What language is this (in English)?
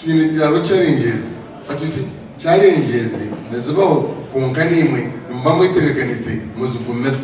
Nyankole